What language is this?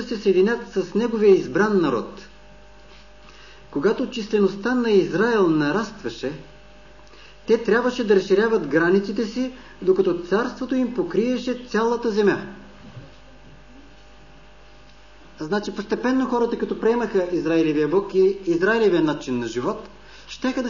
Bulgarian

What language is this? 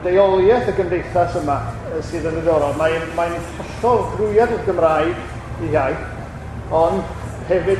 Welsh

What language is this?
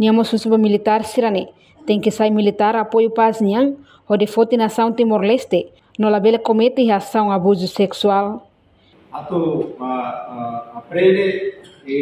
Tetum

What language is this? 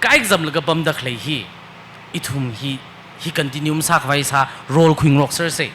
Tangkhul Naga (India)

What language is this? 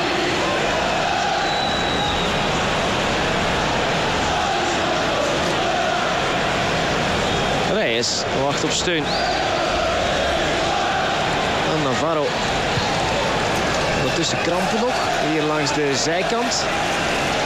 Dutch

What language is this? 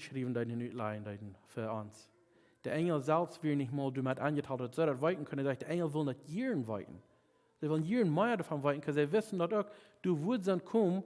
Plautdietsch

